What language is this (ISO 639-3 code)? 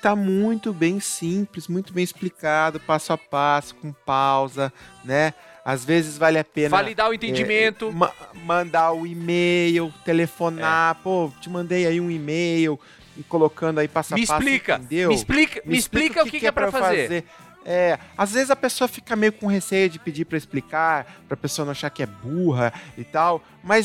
por